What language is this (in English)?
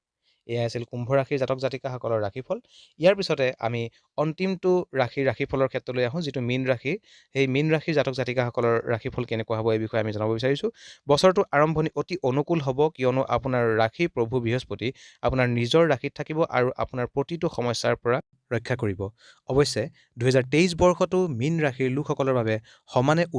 Assamese